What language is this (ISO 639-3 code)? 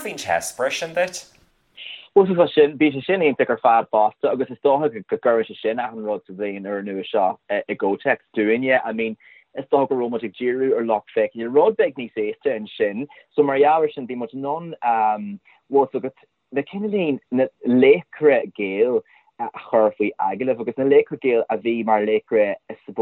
gle